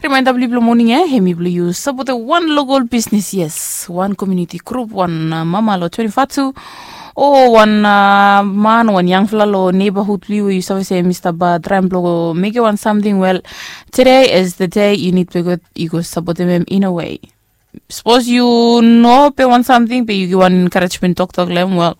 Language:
Bislama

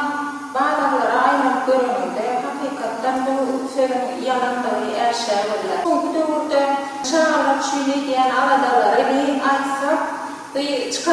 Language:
Turkmen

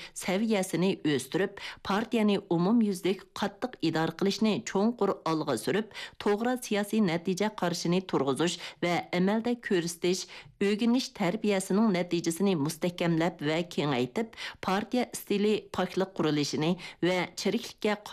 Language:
Uyghur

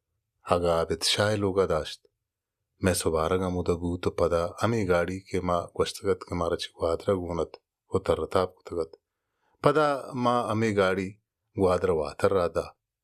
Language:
Baluchi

